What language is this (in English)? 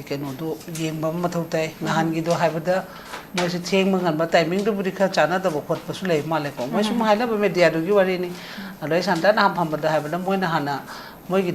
Manipuri